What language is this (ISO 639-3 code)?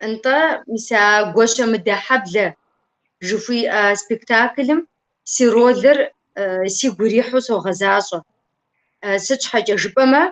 kbd